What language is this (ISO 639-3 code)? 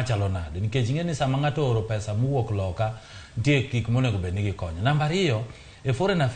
luo